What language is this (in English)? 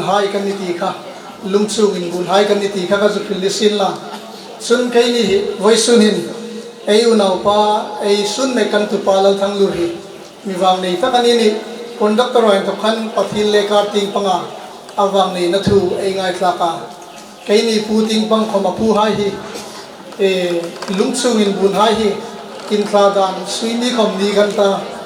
Hmar